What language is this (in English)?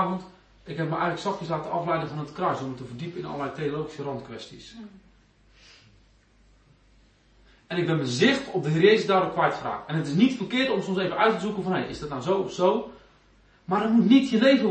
Dutch